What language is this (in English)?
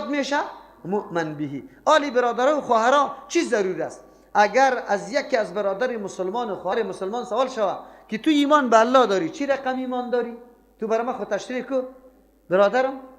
Persian